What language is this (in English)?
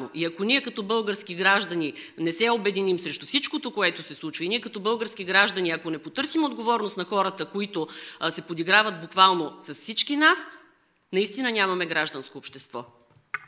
Bulgarian